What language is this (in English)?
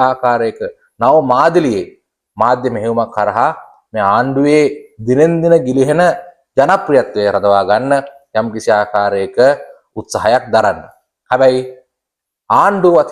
Sinhala